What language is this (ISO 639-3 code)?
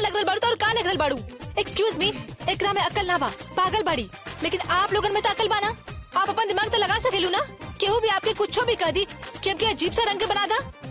bho